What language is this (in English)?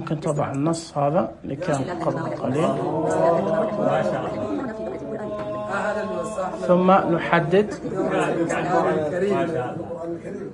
Najdi Arabic